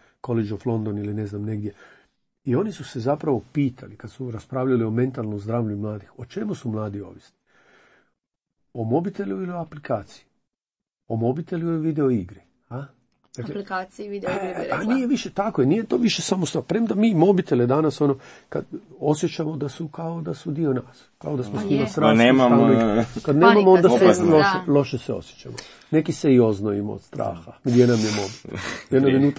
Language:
Croatian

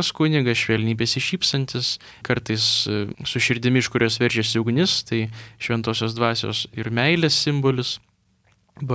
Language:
Lithuanian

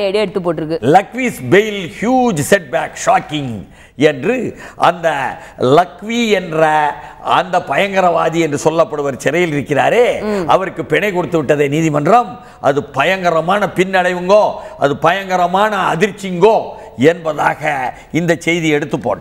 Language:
Tamil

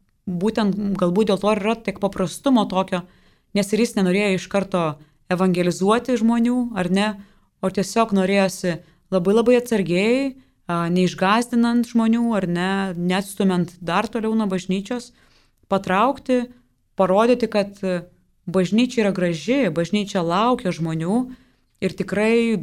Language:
Lithuanian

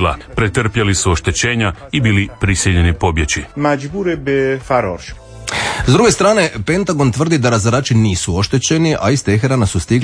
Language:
Croatian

